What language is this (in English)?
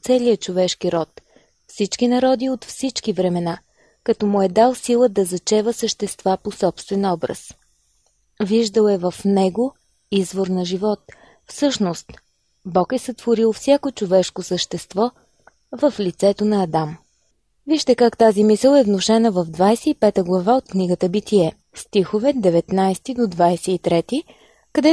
Bulgarian